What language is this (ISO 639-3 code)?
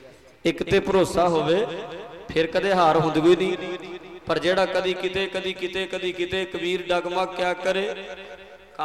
pan